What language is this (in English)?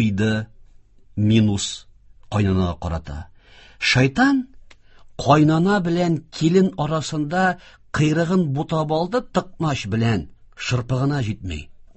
Tatar